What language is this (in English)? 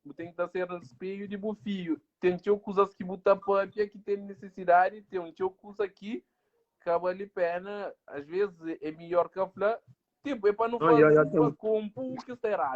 Kabuverdianu